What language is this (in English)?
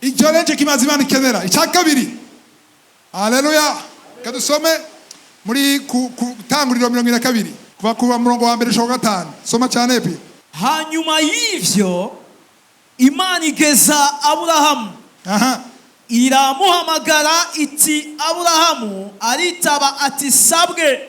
Rundi